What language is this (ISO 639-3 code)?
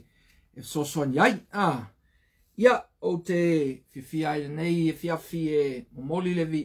smo